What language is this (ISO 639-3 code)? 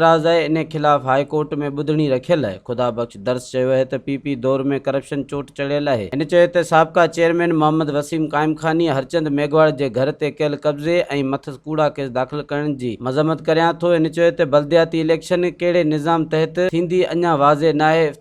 snd